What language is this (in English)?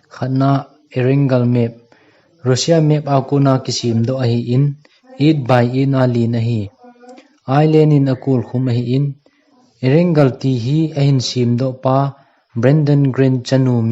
Thado Chin